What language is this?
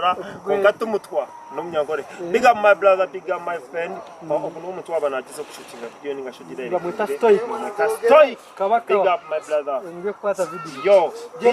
Nyankole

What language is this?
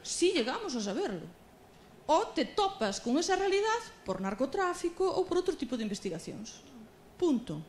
Galician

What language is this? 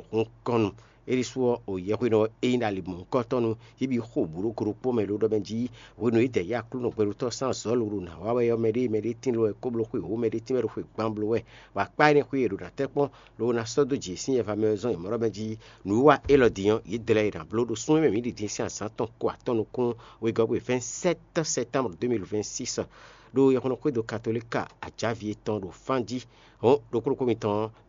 Fon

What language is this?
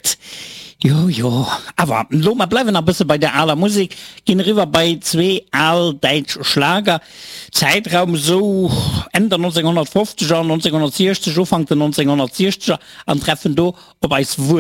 Luxembourgish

